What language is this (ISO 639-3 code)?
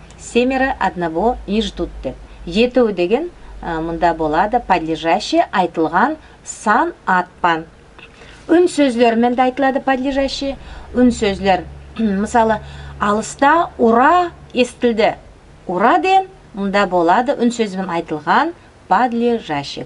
nog